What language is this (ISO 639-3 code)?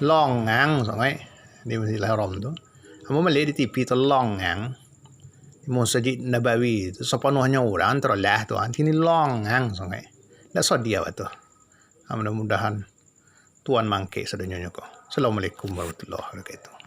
min